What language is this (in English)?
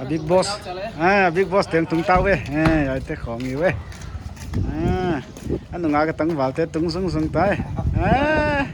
Paite Chin